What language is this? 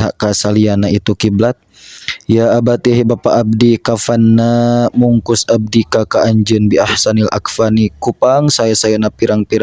Sundanese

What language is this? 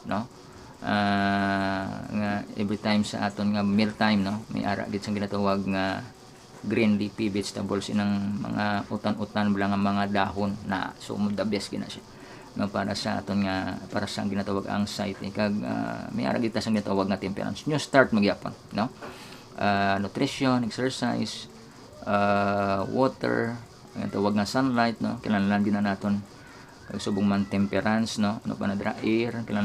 Hiligaynon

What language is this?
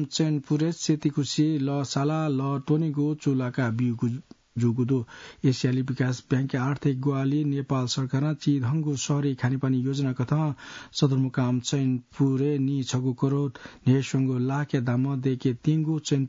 Newari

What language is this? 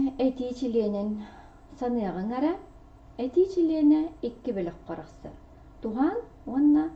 Yakut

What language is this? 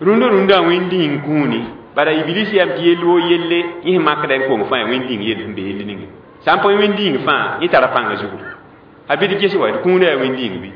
Mossi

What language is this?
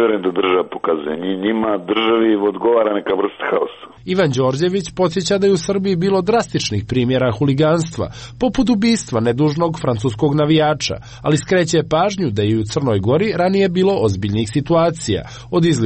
Serbian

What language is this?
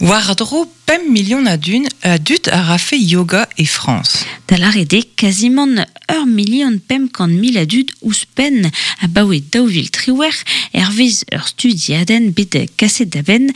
Breton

